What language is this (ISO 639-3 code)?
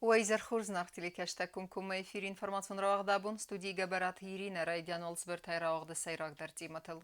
oss